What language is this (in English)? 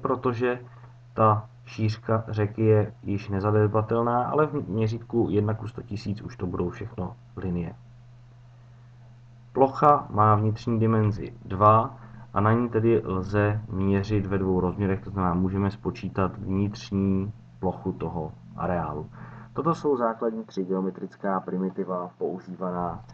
Czech